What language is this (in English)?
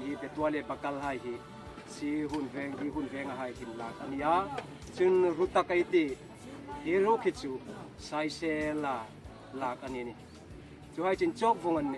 Hmar